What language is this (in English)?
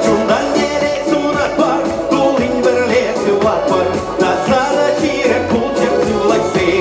Chuvash